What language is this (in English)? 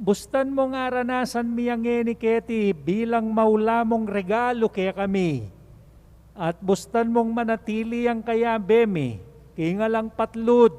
Pampanga